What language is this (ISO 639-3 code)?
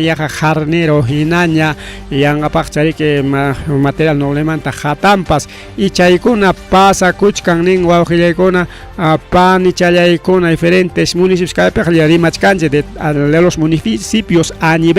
quy